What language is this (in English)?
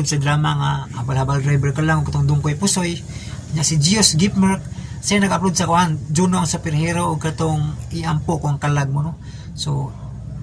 Cebuano